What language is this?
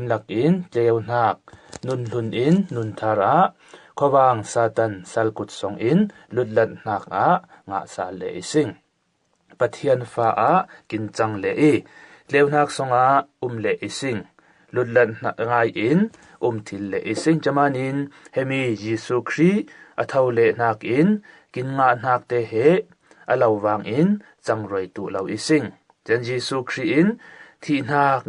Falam Chin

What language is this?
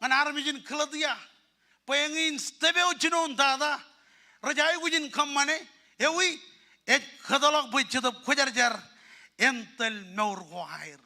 Marshallese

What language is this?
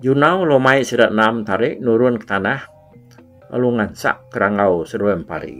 Iban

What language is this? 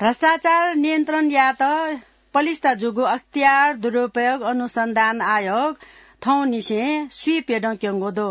Newari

